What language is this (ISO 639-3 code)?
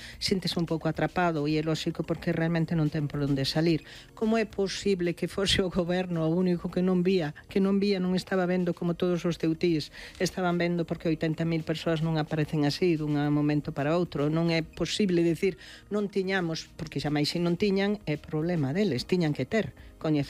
glg